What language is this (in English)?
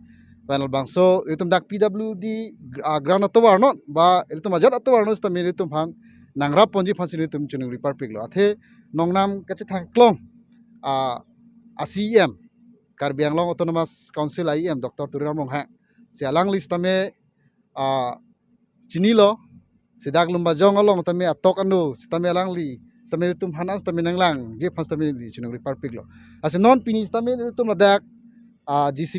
Karbi